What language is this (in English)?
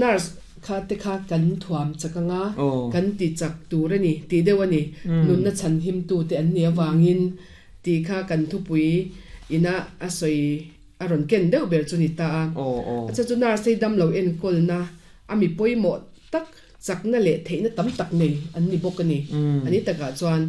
Mizo